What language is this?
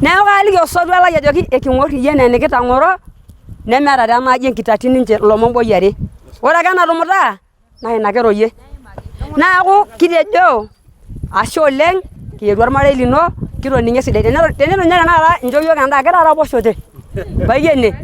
Masai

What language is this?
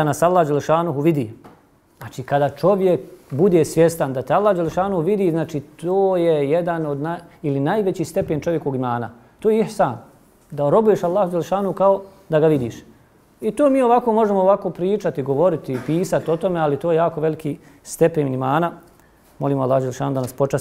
Bosnian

